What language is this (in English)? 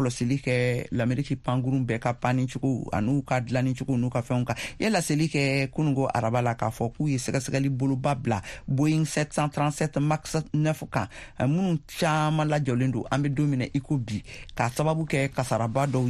Bambara